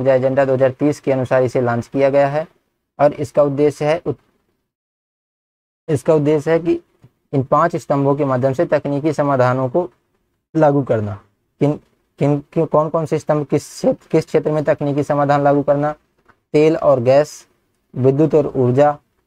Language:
Hindi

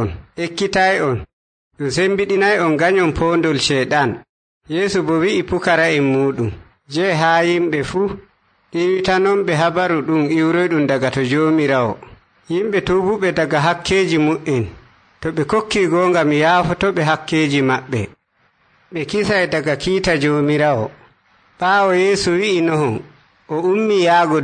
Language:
Nigerian Fulfulde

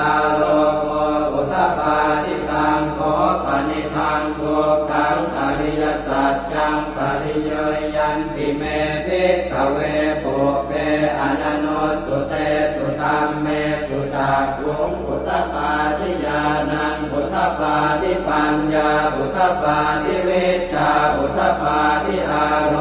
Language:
Pali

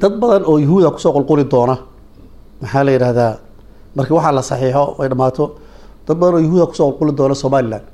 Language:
Somali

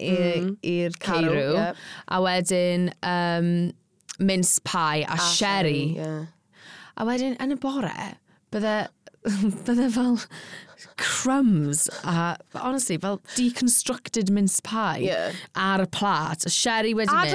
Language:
Welsh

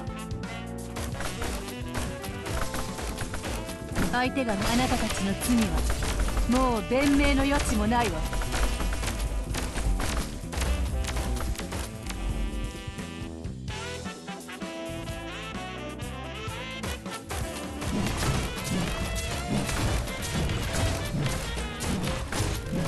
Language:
Japanese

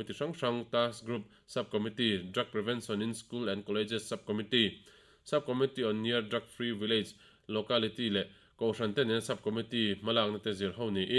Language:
Mizo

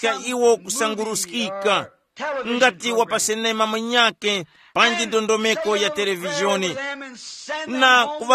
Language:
Tumbuka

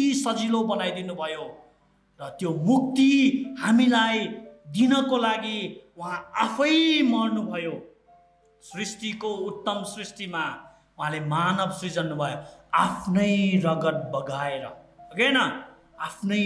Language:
Nepali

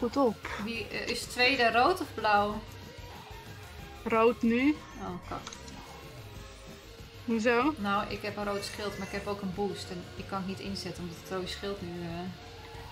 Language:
Dutch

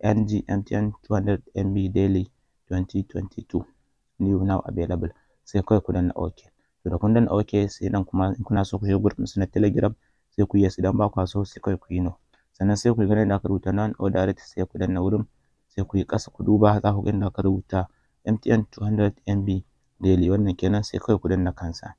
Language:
Hausa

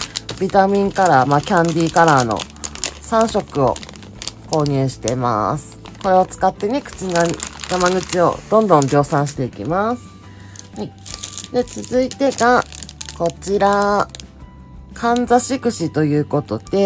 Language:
Japanese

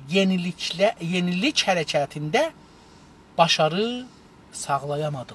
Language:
South Azerbaijani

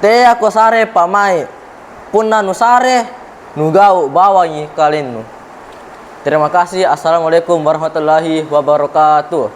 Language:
Makasar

